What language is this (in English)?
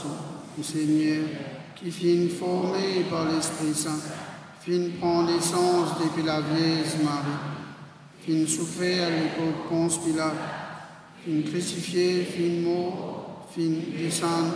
Morisyen